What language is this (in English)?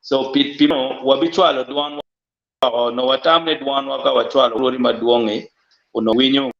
Acoli